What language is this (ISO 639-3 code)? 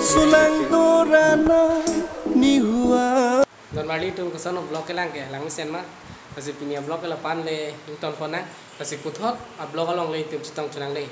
mjw